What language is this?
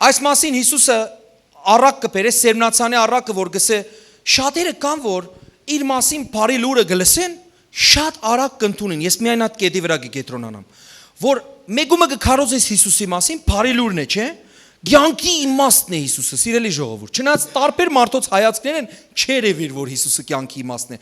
Western Armenian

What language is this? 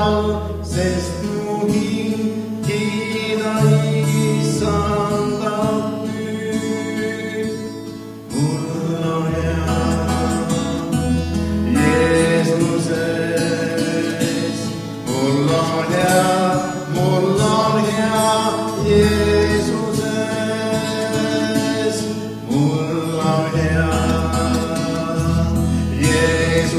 Estonian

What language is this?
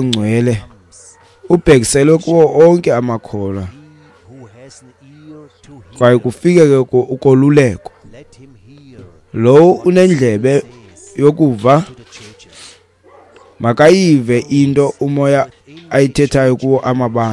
Xhosa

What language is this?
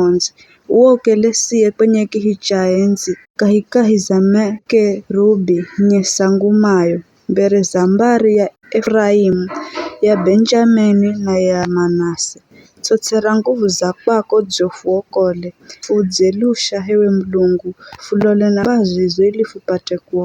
Giryama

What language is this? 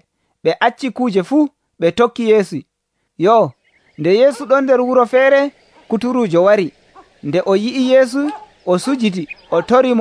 Nigerian Fulfulde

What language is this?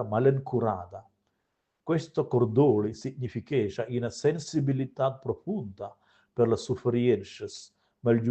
Romansh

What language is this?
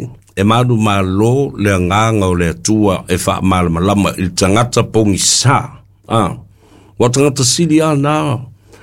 Samoan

